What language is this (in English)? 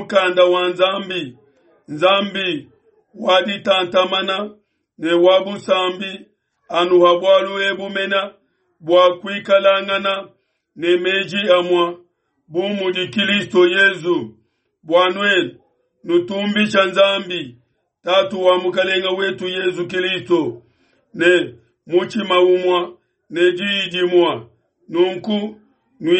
Luba-Lulua